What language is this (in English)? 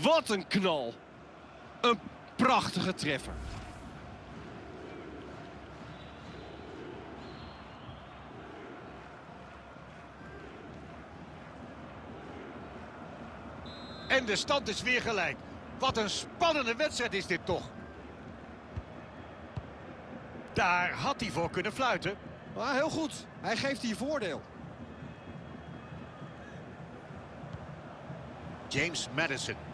Dutch